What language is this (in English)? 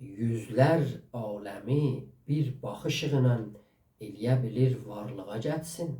South Azerbaijani